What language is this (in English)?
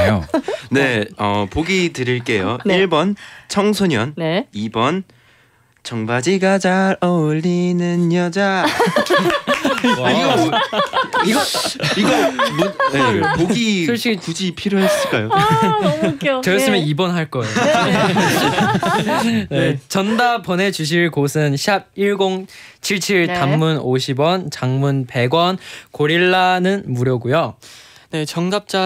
Korean